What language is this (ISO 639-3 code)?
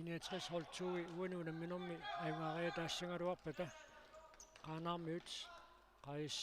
kal